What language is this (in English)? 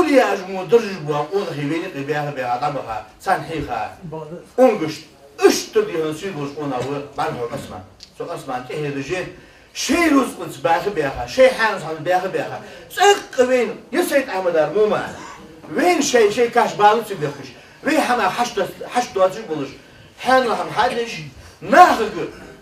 Ingush